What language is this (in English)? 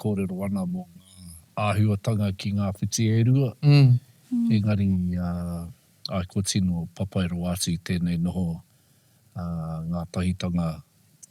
Māori